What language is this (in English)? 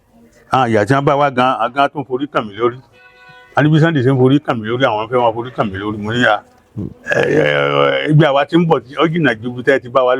Yoruba